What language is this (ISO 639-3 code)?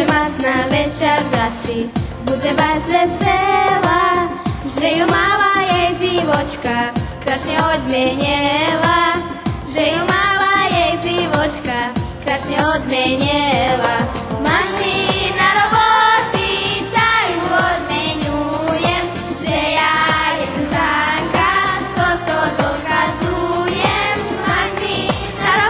rue